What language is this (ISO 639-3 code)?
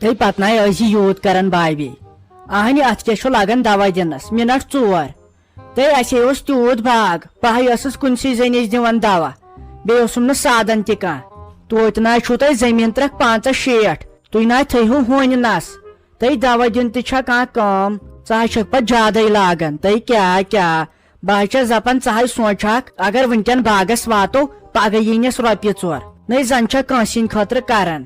kas